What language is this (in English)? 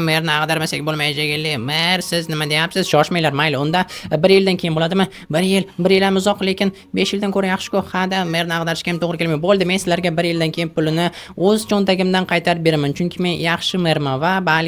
Uzbek